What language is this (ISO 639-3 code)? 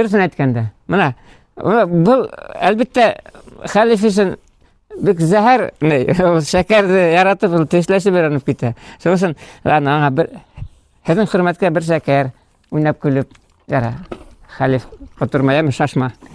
bak